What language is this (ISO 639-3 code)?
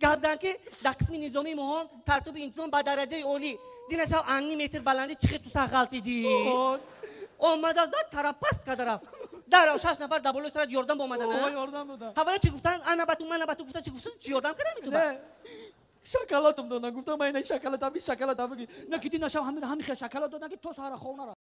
tgk